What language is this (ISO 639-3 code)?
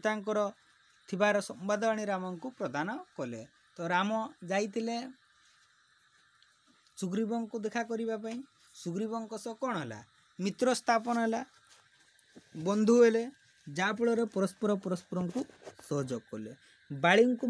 ori